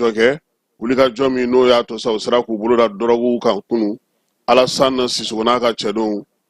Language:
Bambara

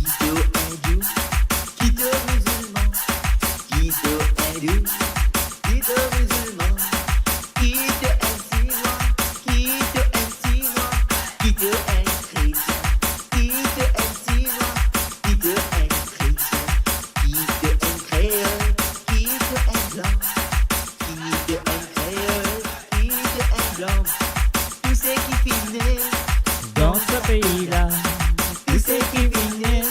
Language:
Morisyen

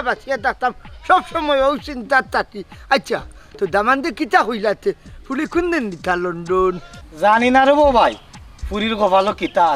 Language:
Sylheti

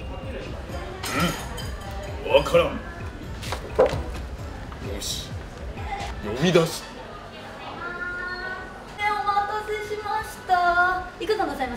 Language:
Japanese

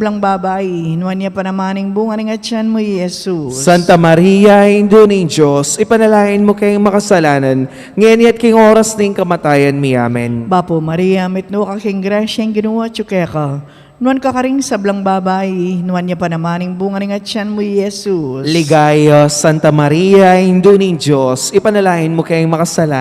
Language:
Pampanga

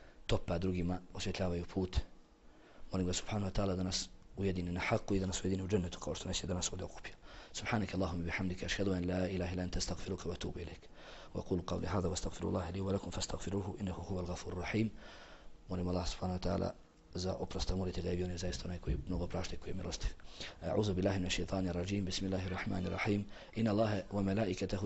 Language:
Bosnian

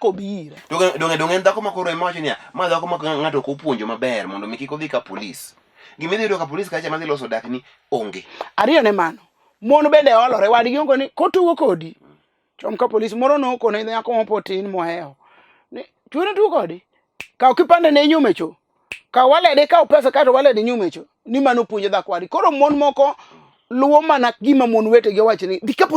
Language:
Luo (Kenya and Tanzania)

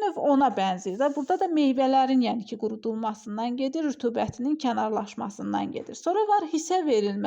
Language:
Azerbaijani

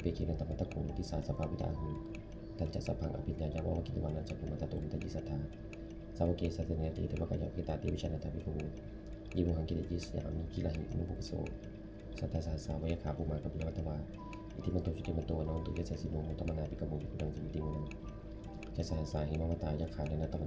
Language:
Pali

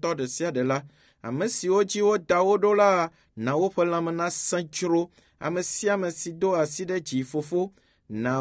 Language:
Ewe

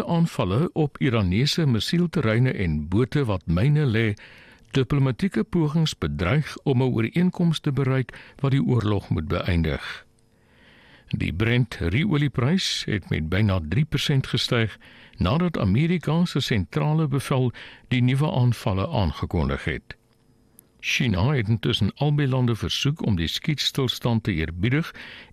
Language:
Afrikaans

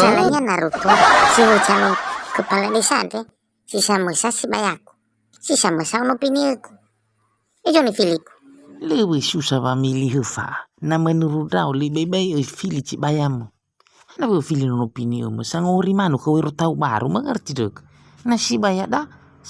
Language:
Nias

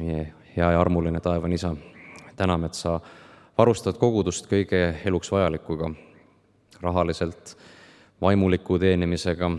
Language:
Estonian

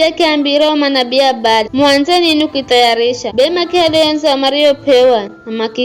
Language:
Giryama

